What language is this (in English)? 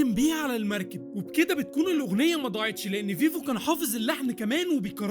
Egyptian Arabic